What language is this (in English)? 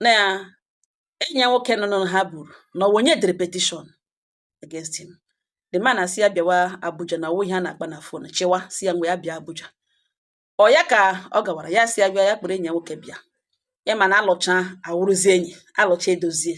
Igbo